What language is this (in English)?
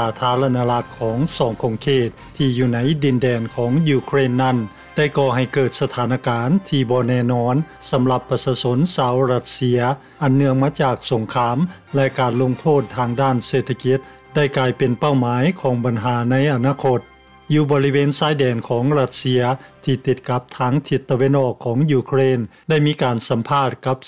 Lao